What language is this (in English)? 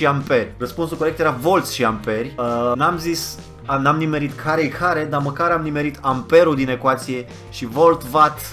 Romanian